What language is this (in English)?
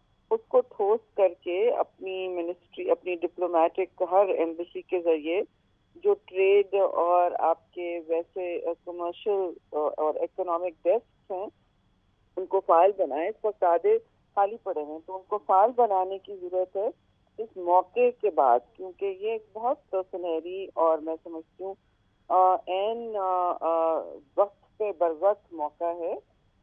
Urdu